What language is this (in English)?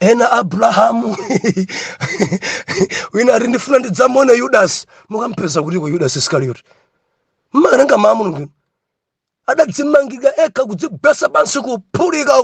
Nyanja